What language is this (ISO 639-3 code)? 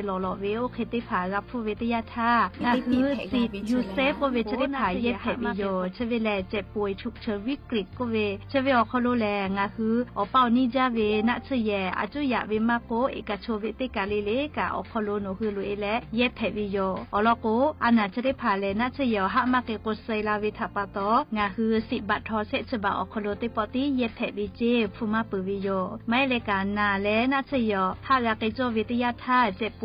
lhu